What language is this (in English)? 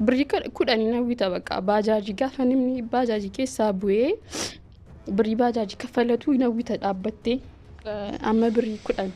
Oromo